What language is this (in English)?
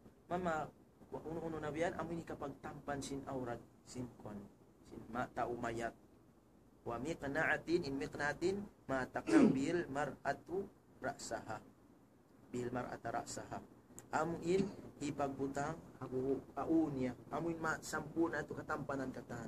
Tausug